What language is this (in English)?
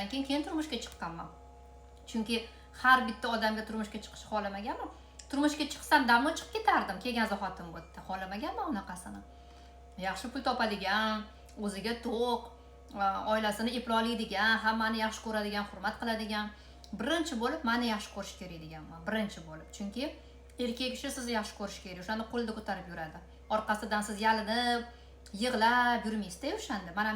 Uzbek